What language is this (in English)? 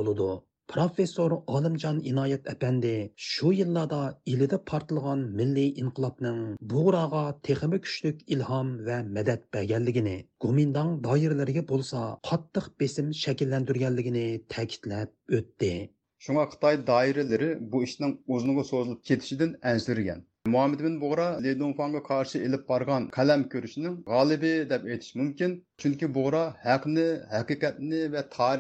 Uyghur